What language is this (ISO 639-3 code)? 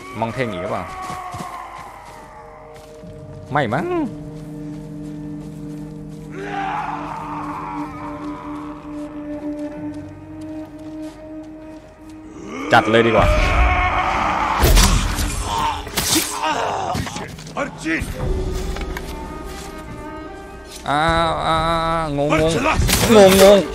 tha